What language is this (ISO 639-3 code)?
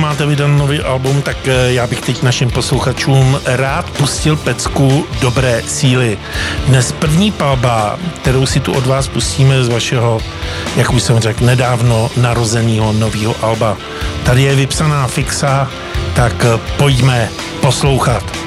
ces